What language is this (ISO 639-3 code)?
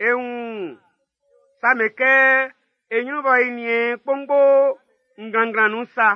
bci